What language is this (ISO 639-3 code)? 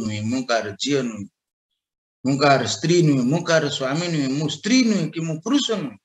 ori